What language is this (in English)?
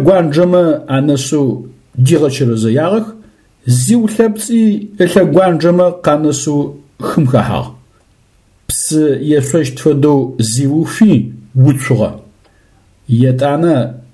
Adyghe